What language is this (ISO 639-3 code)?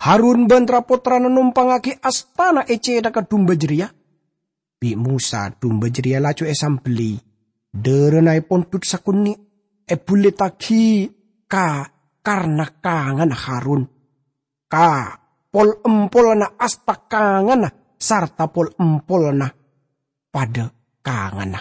mad